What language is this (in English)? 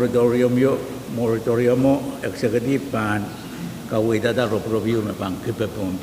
Pohnpeian